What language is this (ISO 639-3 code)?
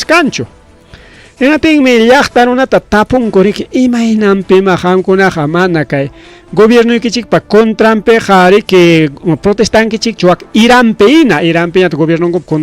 quy